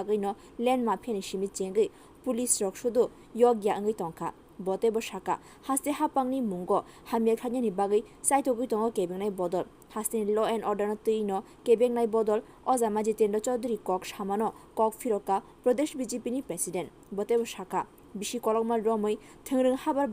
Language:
Kok Borok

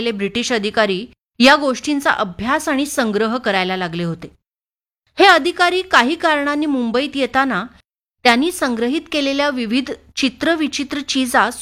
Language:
Marathi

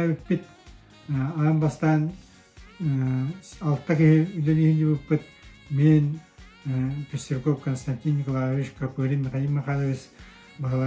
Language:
Yakut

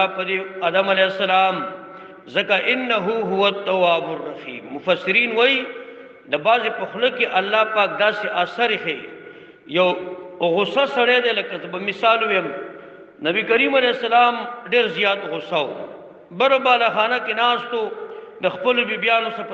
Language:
Pashto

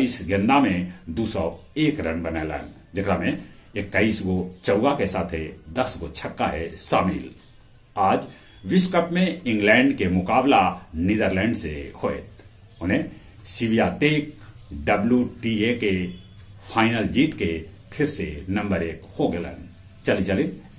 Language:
Magahi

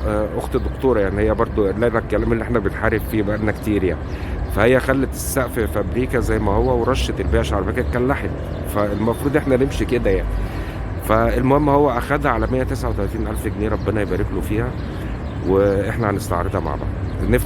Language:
Egyptian Arabic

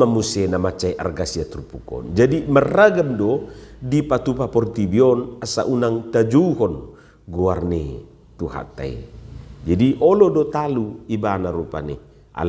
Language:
Batak Toba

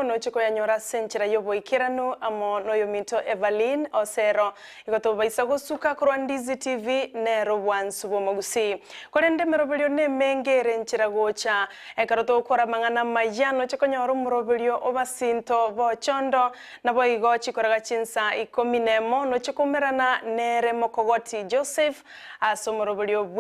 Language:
Gusii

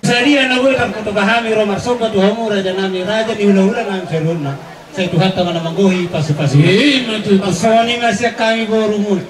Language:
Batak Toba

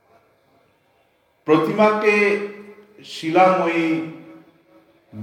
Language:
Bangla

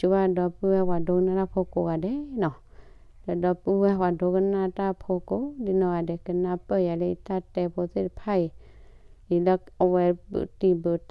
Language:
S'gaw Karen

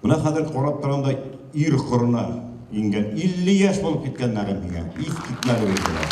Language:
Bashkir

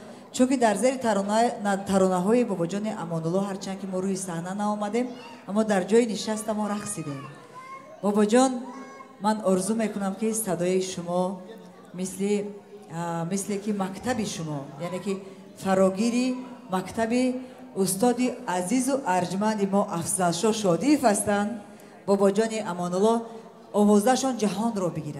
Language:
Tajik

